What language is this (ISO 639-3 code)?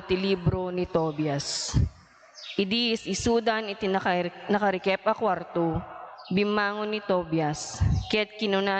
ilo